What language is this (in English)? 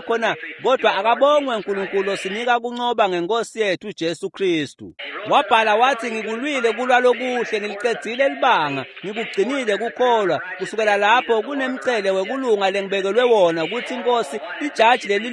Swati